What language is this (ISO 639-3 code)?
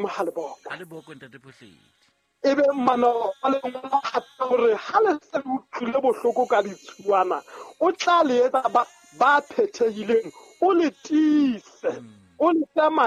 sot